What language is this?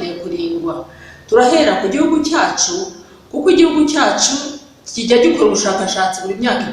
Kinyarwanda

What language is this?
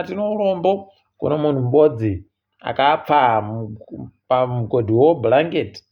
Ndau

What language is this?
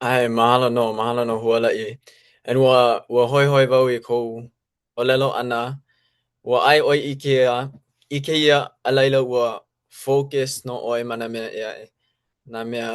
Hawaiian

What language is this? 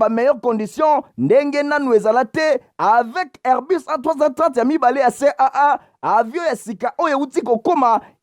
Lingala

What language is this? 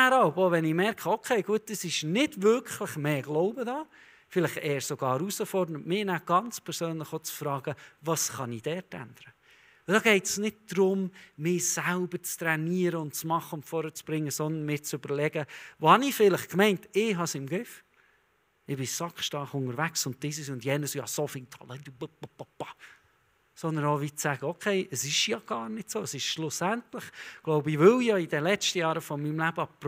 Swiss German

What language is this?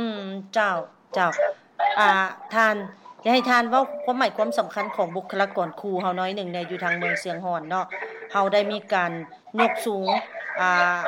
Lao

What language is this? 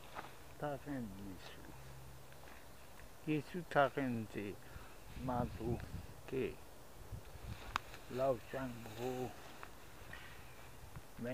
Chinese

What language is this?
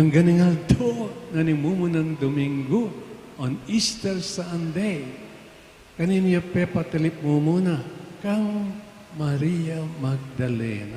Pampanga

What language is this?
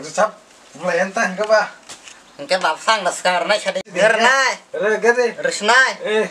Kok Borok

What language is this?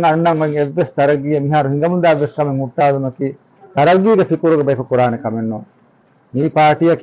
Divehi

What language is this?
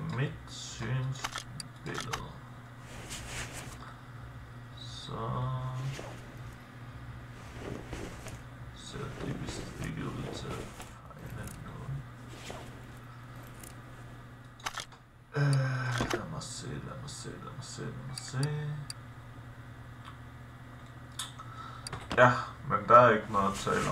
Danish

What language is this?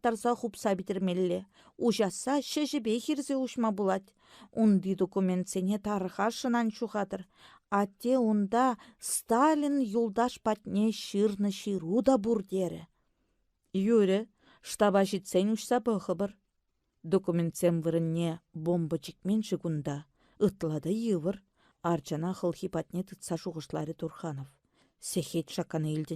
Chuvash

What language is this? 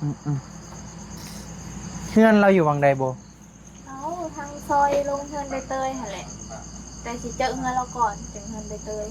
Northeastern Thai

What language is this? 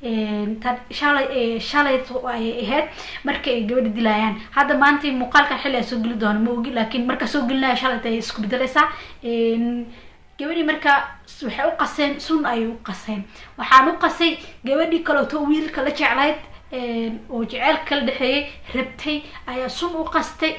Somali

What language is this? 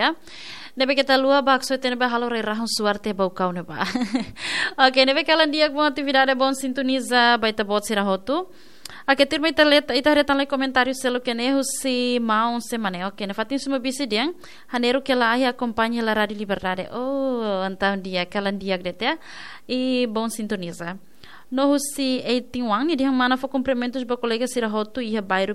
Tetum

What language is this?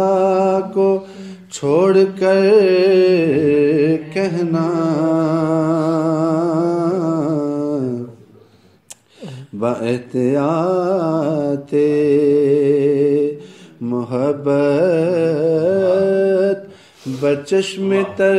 Urdu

